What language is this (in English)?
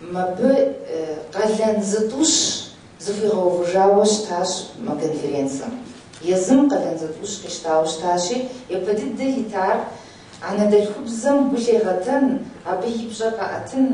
Kabardian